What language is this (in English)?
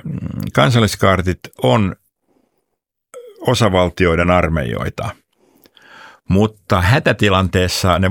Finnish